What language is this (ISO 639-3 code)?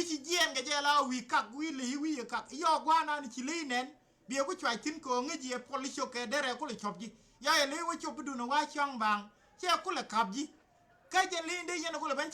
nus